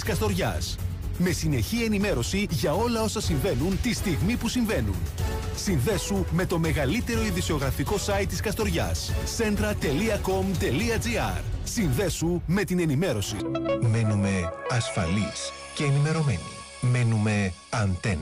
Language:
Greek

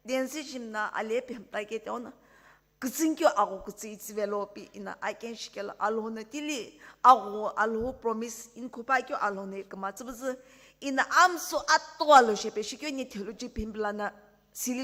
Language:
Sumi Naga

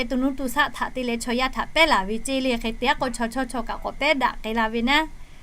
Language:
Lahu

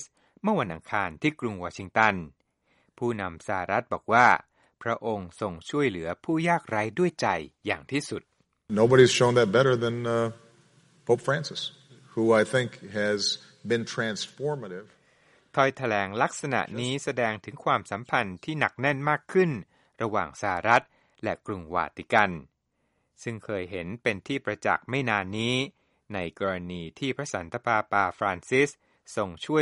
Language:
Thai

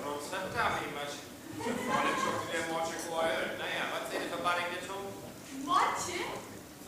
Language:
Northern Frisian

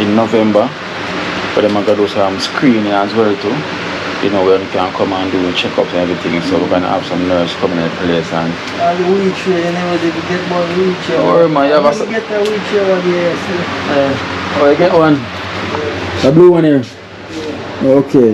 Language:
Jamaican Creole English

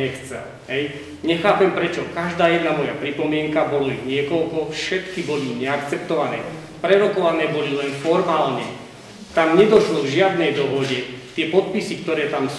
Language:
Slovak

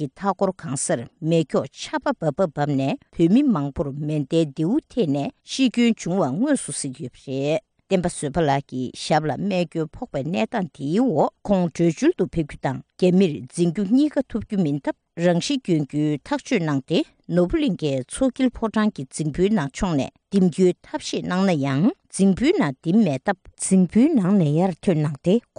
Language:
Tibetan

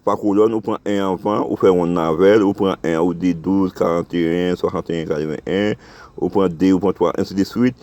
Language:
Haitian Creole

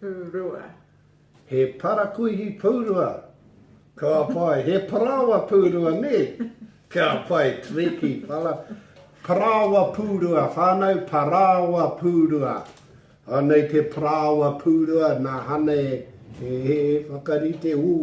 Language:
Māori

